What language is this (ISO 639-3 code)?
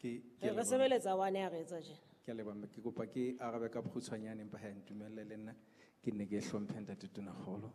sot